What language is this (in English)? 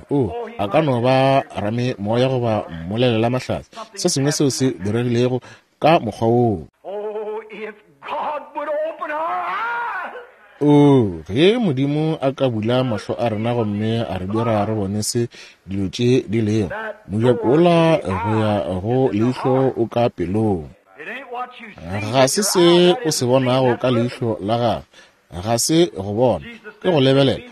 Northern Sotho